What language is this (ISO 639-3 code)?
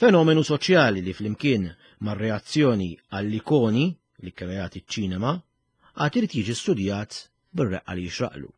mlt